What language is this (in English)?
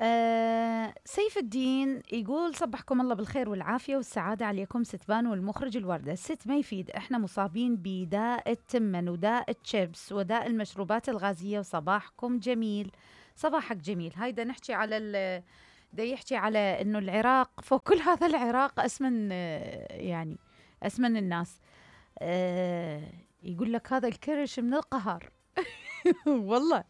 Mesopotamian Arabic